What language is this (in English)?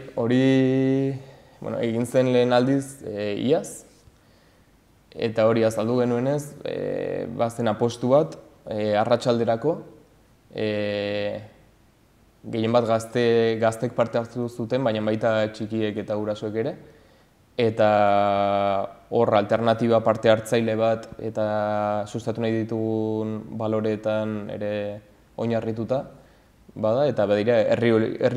Basque